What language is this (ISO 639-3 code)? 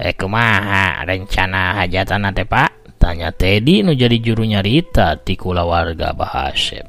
sun